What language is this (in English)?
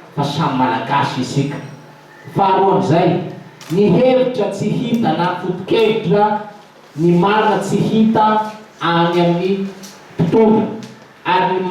Malagasy